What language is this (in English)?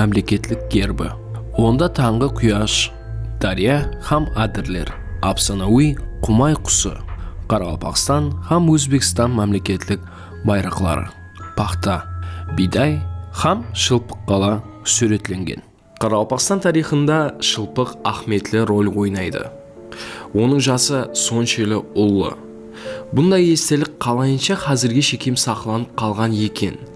Kara-Kalpak